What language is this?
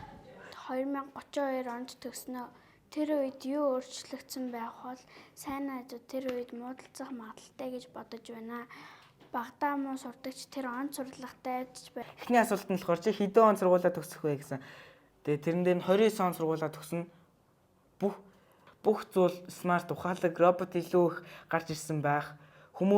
Mongolian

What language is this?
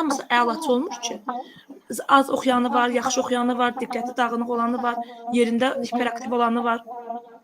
Azerbaijani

